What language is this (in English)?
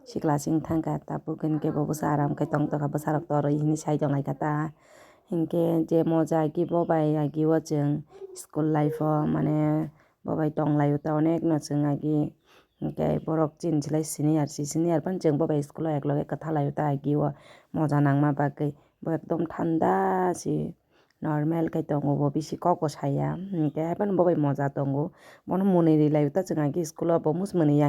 Kok Borok